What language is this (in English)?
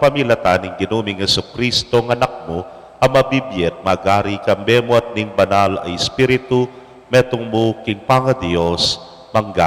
Pampanga